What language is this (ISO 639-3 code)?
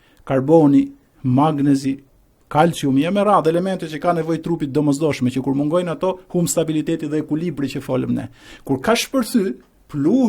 sqi